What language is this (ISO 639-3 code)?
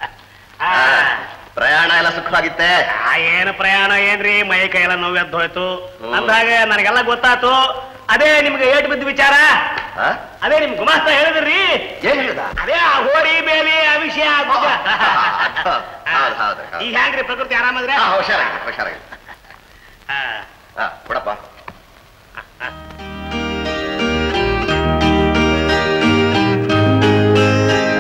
kan